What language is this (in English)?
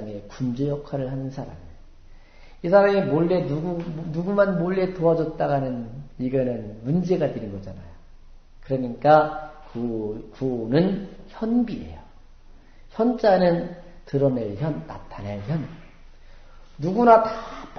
Korean